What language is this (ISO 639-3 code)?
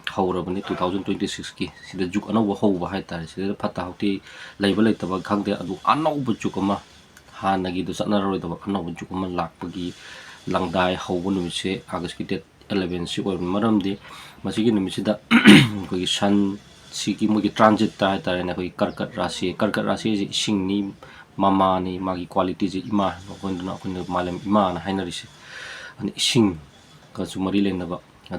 mni